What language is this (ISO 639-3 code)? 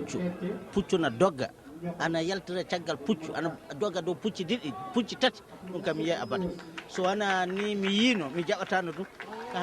ful